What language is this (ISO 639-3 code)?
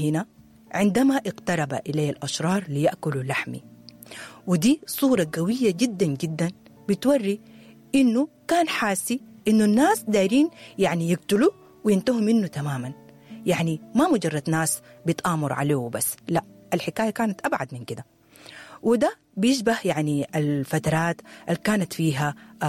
apd